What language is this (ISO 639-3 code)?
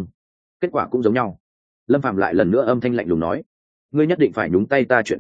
vie